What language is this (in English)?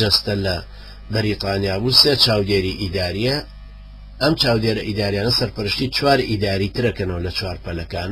Central Kurdish